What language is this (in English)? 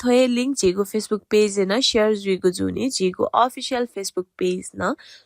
Newari